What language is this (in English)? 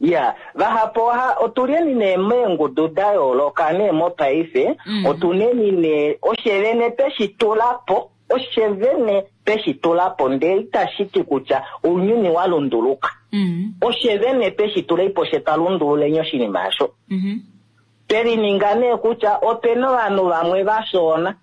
Kuanyama